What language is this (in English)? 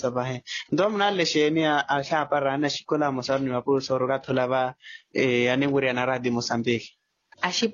Makhuwa